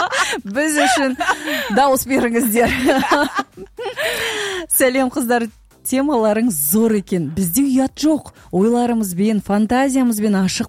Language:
Kazakh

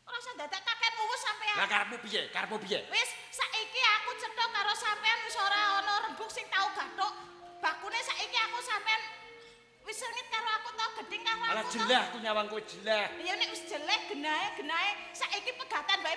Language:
Javanese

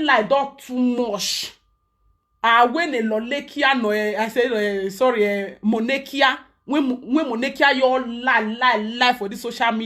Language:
Nigerian Pidgin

